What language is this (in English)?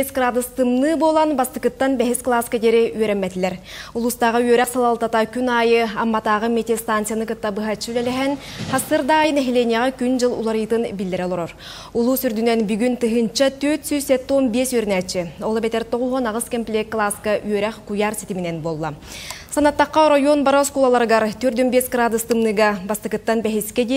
Yakut